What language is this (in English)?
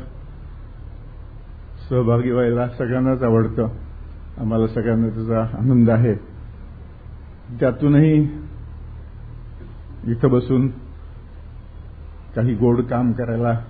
Marathi